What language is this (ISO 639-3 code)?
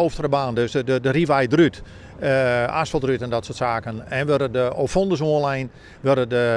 fry